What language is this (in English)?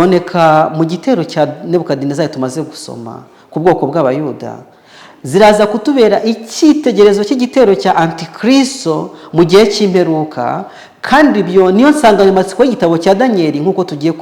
Kinyarwanda